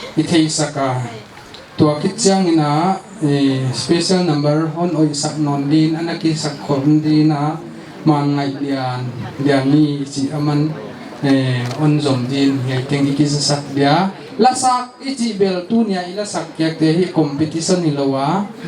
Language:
Paite Chin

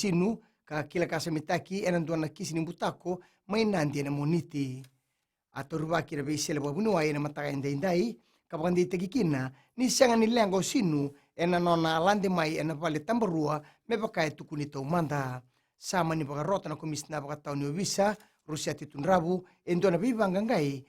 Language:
Fijian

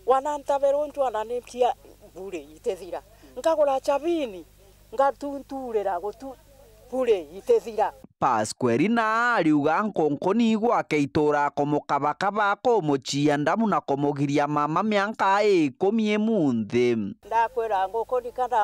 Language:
Meru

